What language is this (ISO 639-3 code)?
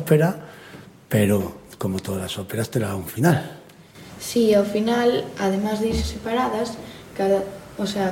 glg